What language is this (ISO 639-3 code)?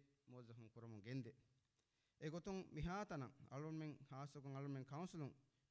div